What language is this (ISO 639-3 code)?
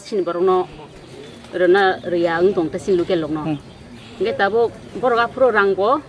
trp